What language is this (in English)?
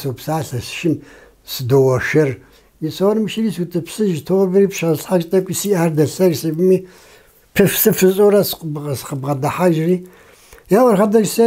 Kabardian